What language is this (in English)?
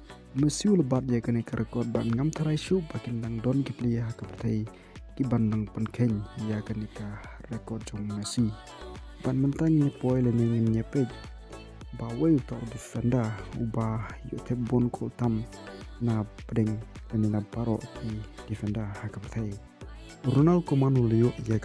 Khasi